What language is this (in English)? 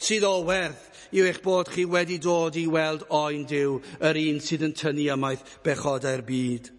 Welsh